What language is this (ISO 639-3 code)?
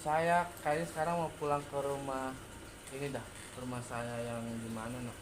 bew